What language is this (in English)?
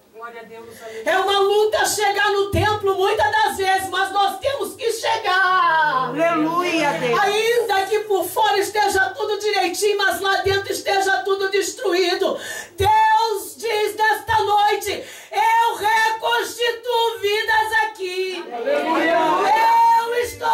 Portuguese